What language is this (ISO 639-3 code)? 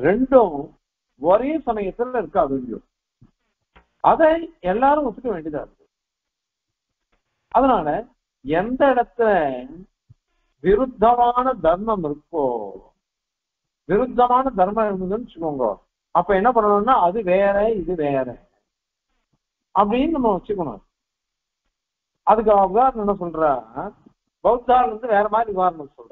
tam